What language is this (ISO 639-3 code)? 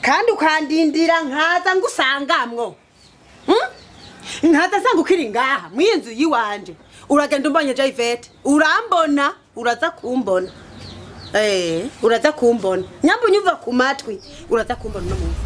run